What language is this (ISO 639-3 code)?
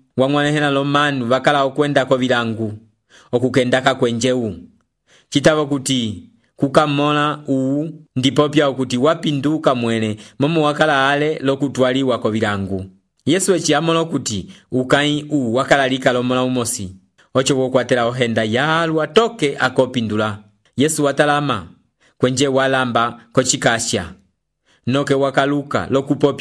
umb